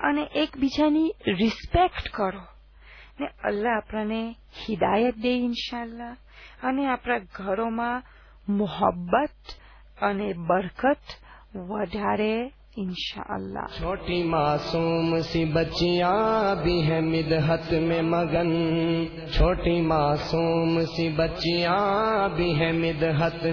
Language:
Gujarati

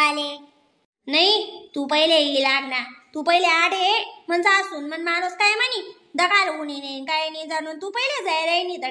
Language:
Khandesi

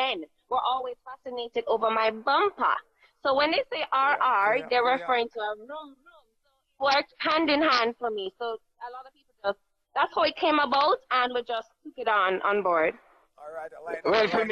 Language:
Jamaican Creole English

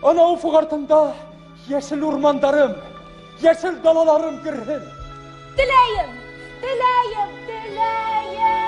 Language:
Bashkir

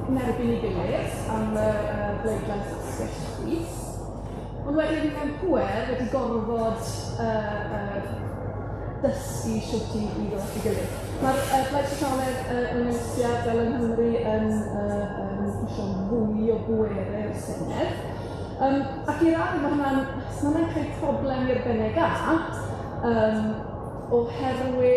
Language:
Welsh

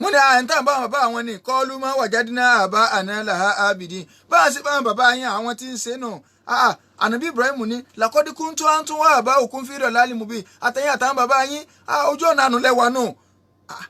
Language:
Yoruba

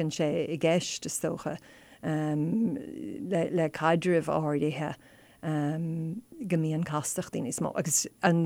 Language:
Irish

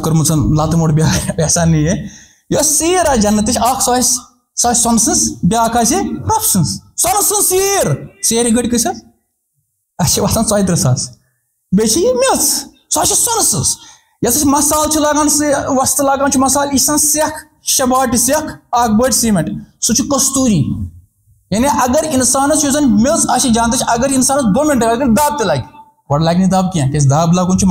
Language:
Kashmiri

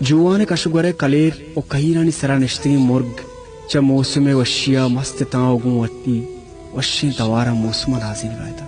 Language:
Baluchi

